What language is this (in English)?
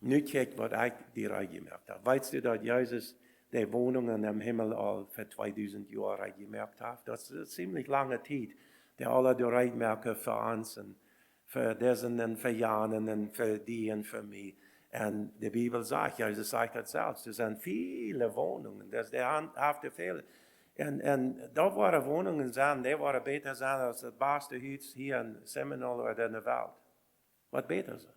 Plautdietsch